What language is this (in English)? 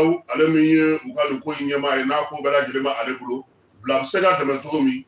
Bambara